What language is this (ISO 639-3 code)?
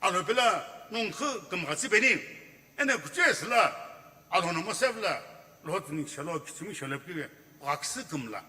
nsm